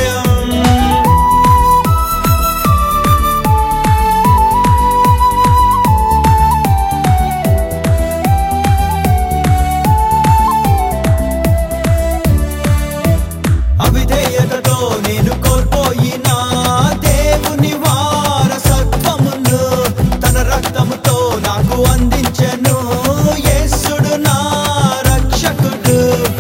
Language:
Telugu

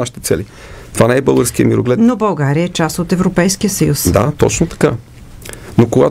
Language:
Bulgarian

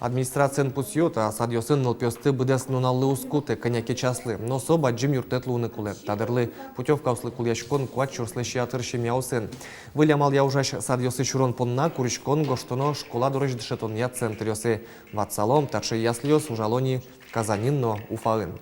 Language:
Udmurt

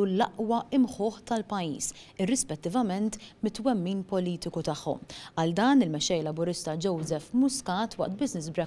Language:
Maltese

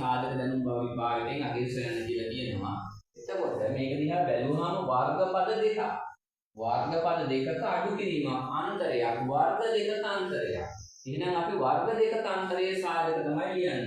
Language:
Sinhala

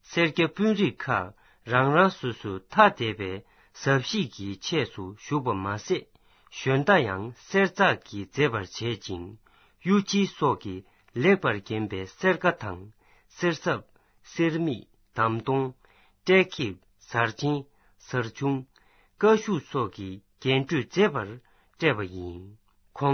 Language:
Tibetan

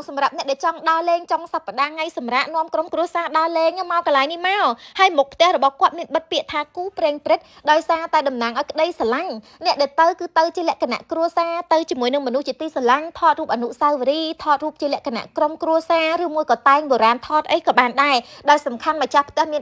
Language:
Khmer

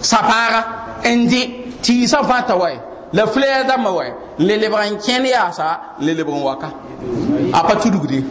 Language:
Mossi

